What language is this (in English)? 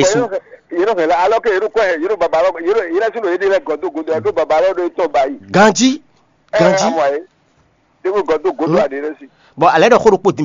Fon